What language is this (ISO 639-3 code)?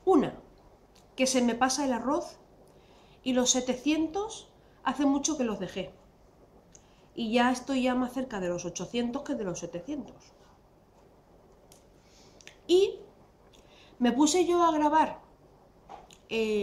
spa